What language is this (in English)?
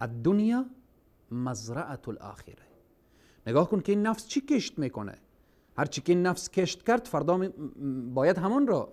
Persian